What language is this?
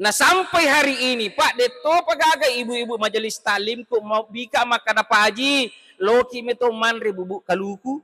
Buginese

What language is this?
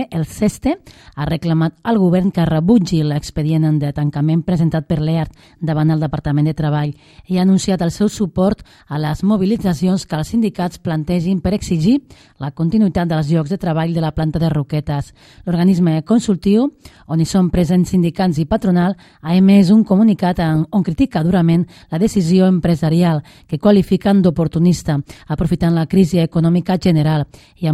Catalan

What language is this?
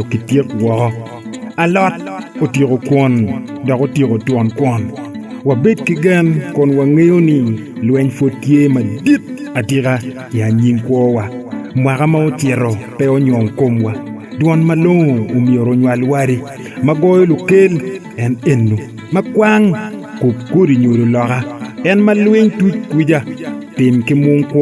Acoli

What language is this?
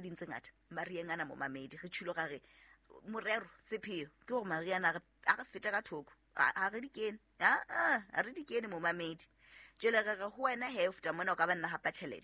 Southern Sotho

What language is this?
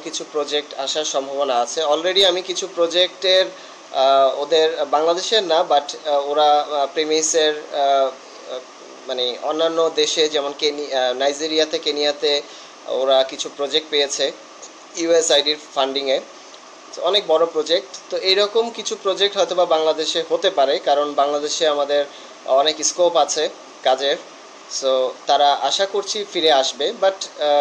Bangla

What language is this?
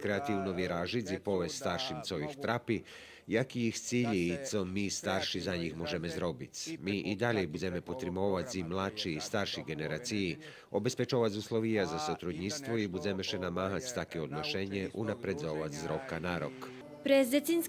Rusyn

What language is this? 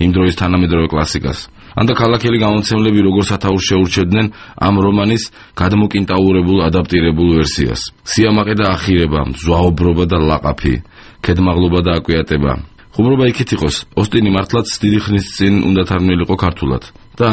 Georgian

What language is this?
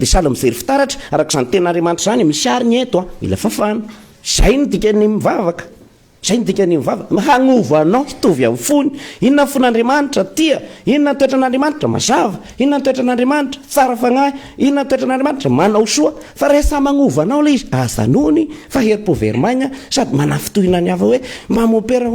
Malagasy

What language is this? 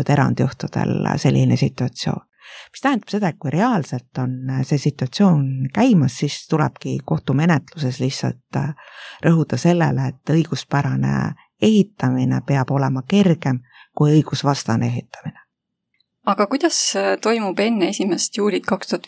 Estonian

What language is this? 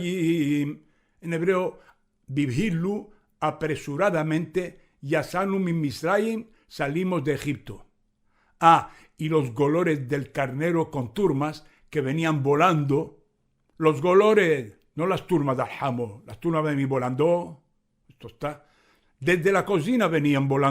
Ladino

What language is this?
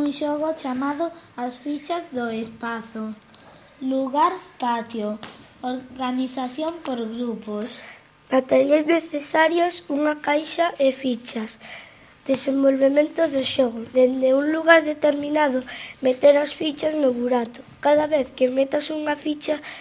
Galician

